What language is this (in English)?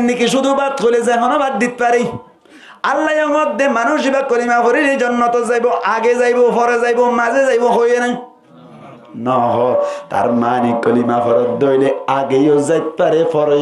Rohingya